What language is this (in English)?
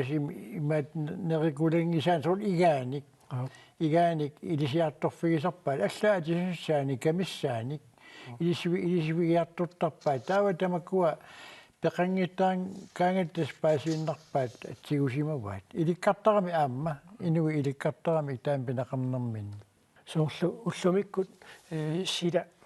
Kalaallisut